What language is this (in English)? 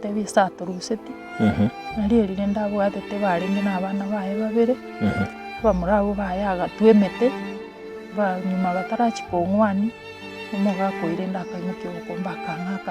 Gusii